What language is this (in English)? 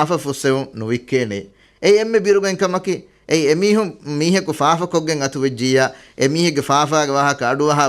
Divehi